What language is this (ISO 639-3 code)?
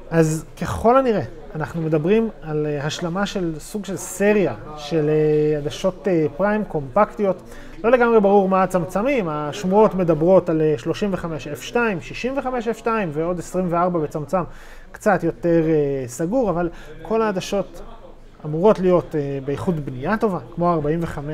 heb